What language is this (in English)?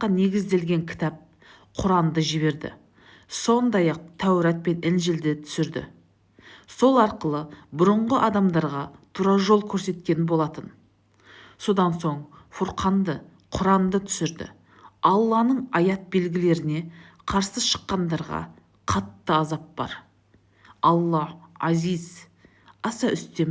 Kazakh